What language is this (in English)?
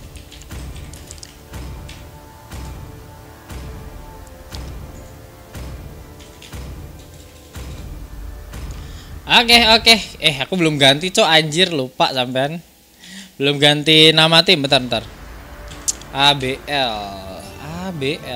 Indonesian